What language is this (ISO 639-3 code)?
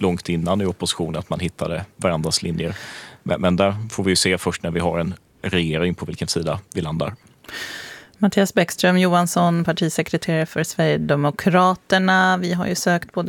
swe